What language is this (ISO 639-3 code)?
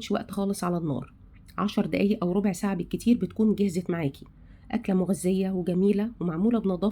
arz